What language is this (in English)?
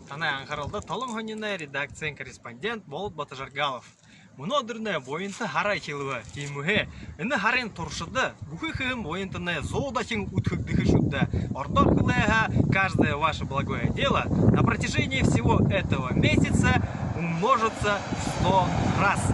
Buriat